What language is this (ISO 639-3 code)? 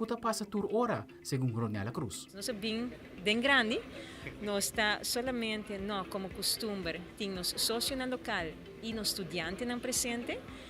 pap